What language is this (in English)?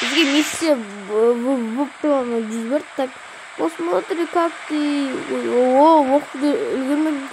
Kazakh